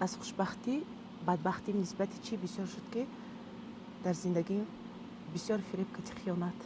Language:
Tajik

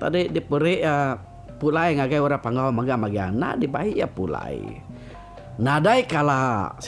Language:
Iban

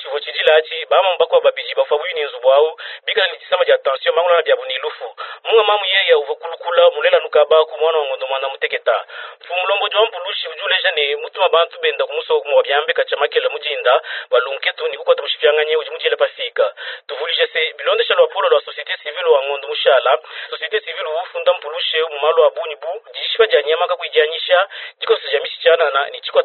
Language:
Luba-Lulua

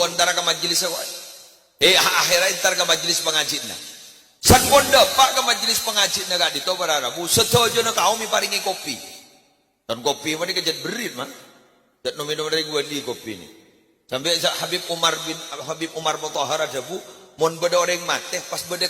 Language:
Madurese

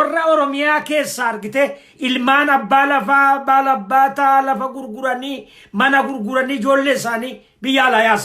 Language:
Oromo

